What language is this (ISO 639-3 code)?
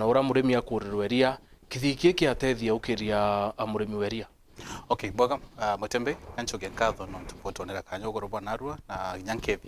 mer